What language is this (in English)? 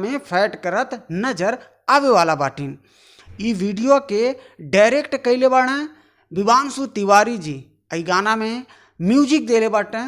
Bhojpuri